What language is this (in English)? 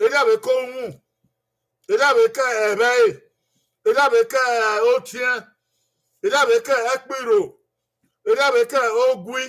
Bini